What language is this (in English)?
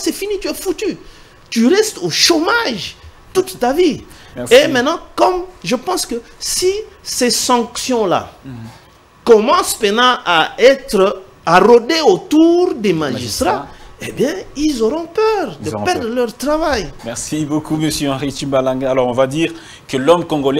French